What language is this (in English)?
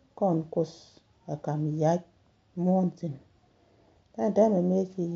Nuer